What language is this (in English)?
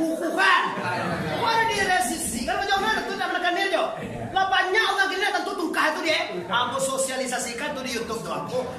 Minangkabau